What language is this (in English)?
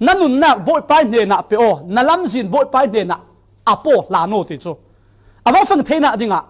Falam Chin